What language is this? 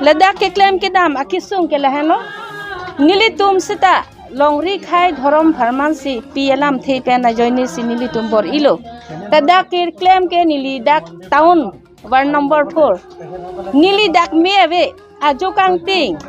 Karbi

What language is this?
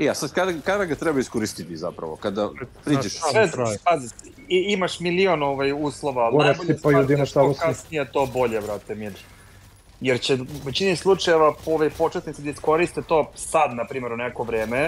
Serbian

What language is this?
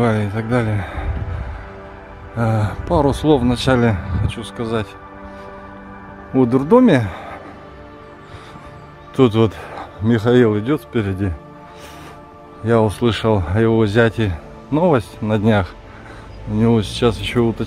Russian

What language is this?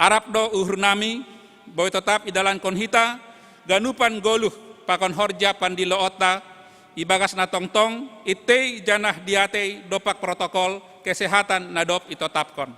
Batak Simalungun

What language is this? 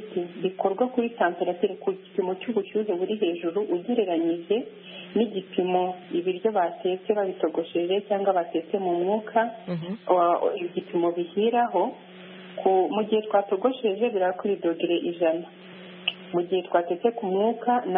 Kinyarwanda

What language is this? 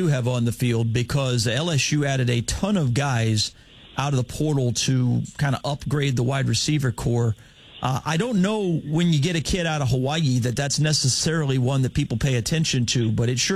English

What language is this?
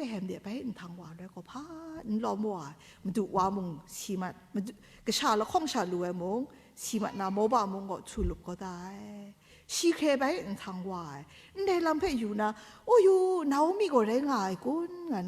Kachin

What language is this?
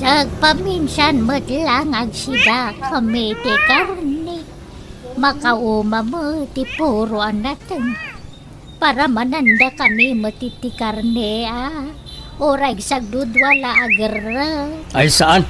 Iloko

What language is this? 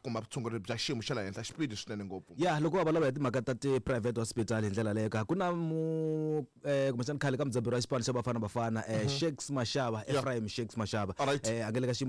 Tsonga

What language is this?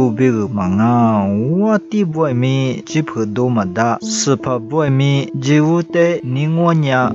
Lisu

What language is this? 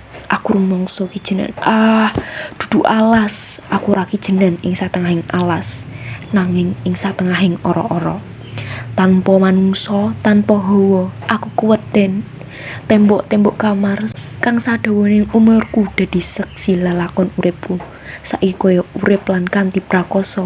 Javanese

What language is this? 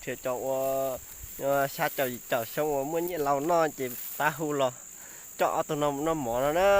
Hmong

